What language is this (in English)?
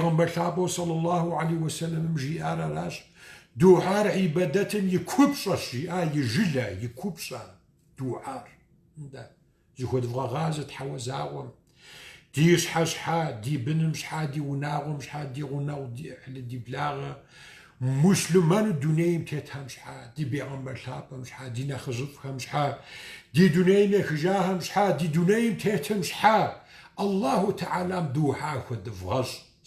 Kabardian